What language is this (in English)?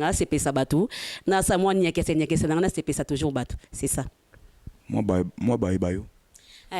Lingala